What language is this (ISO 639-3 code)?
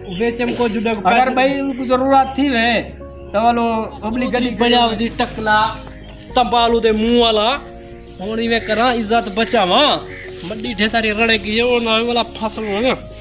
skr